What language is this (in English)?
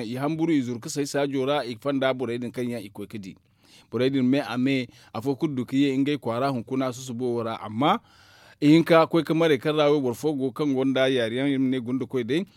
Zarma